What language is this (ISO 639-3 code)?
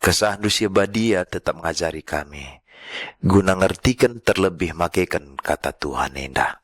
btx